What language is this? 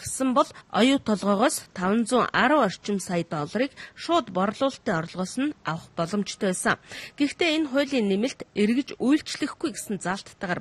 Mongolian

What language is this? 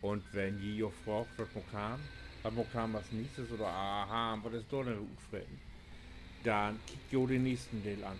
Low German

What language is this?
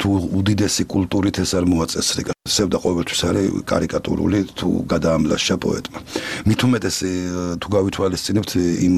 Georgian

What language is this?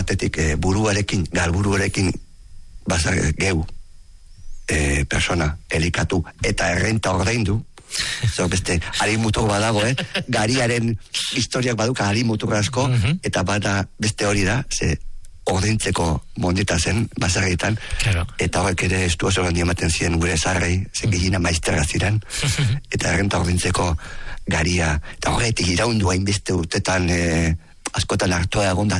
Basque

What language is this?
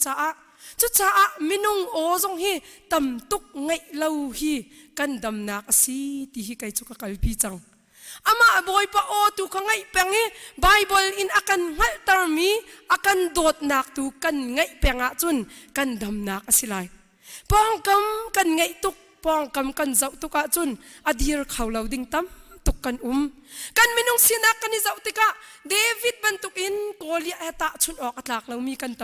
Hakha Chin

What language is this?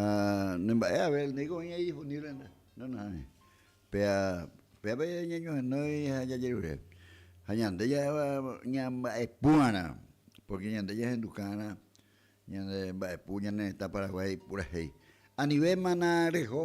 Guarani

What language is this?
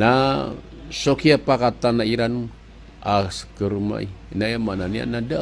Maranao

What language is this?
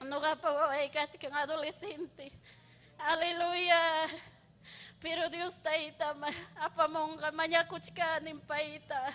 Ayacucho Quechua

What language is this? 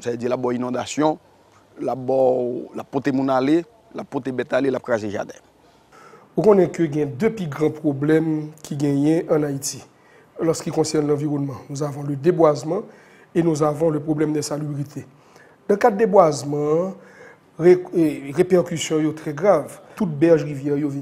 Haitian Creole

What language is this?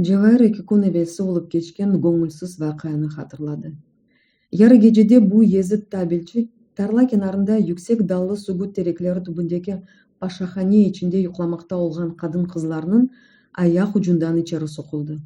Crimean Tatar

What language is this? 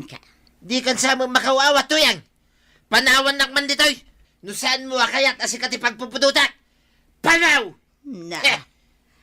Iloko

